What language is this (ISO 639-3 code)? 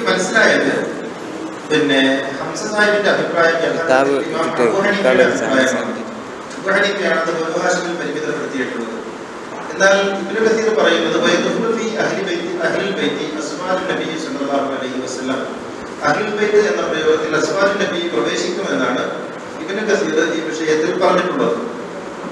mal